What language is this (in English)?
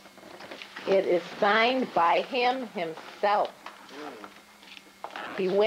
English